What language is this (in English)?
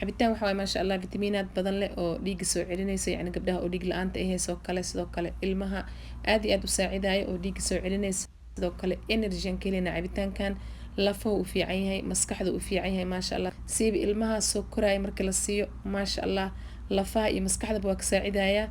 Somali